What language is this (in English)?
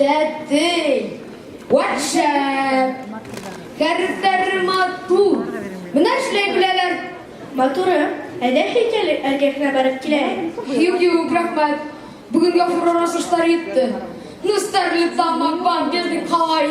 Bashkir